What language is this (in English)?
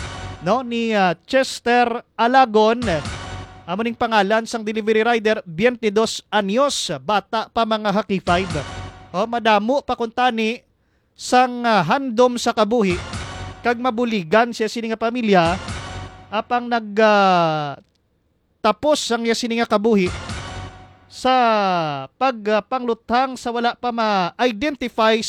Hiligaynon